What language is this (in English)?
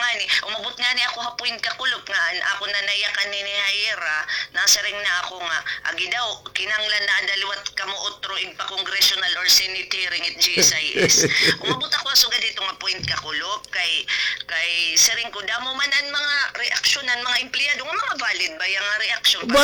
Waray